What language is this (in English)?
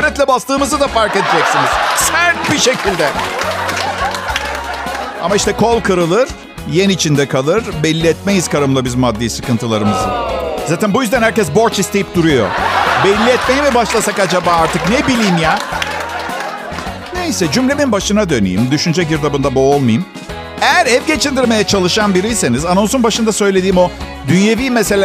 Turkish